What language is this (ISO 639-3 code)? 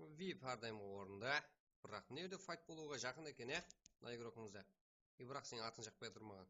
kaa